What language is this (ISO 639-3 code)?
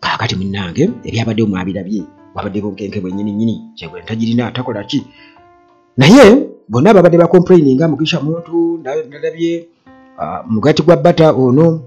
lug